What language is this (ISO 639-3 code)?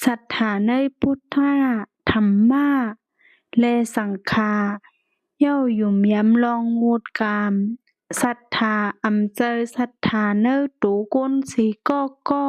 shn